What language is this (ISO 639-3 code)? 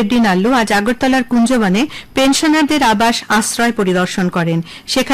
ben